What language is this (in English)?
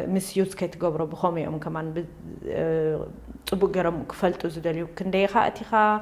Tigrinya